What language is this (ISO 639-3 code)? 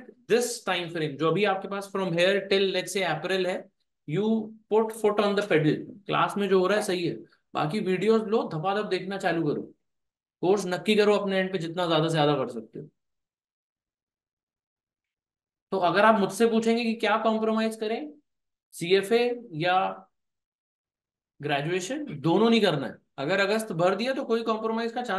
hin